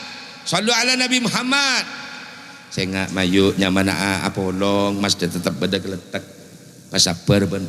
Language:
Madurese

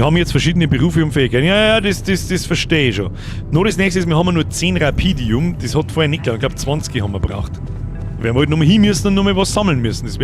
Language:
Bavarian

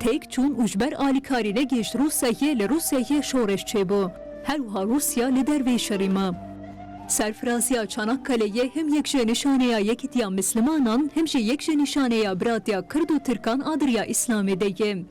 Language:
Kurdish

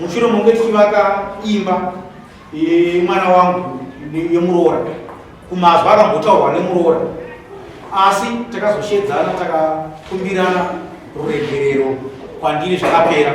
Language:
Shona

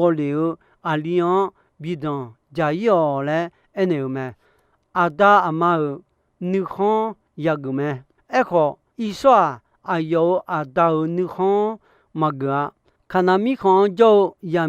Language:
Akha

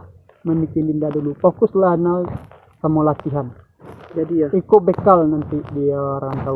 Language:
Minangkabau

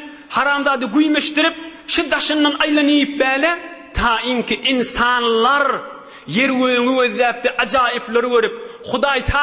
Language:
Turkmen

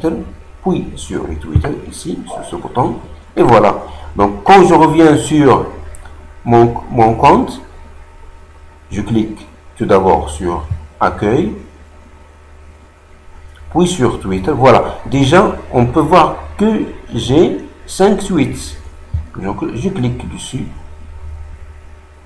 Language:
French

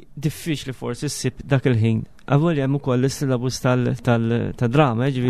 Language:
Maltese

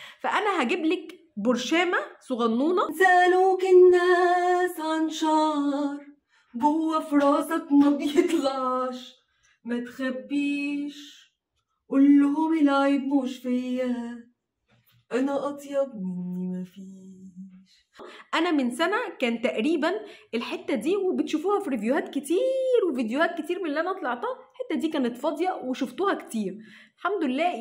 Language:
Egyptian Arabic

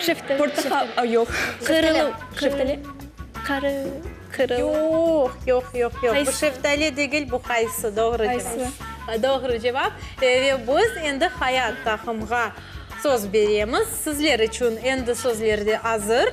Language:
Crimean Tatar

